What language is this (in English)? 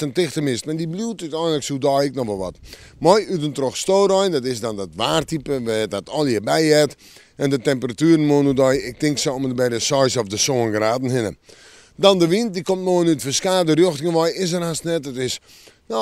Western Frisian